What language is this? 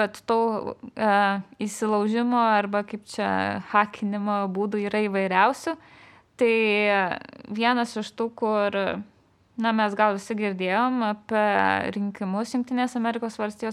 Lithuanian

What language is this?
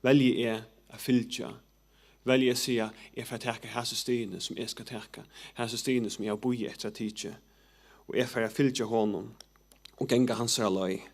Faroese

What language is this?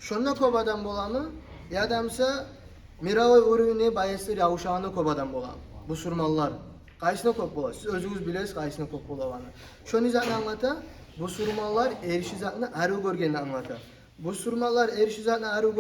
Kumyk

